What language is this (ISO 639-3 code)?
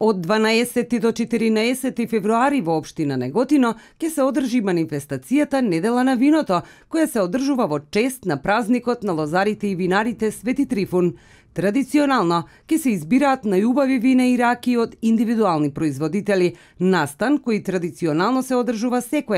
mkd